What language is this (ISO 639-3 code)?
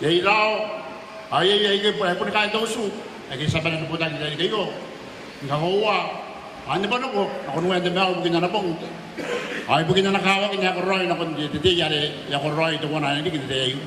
gil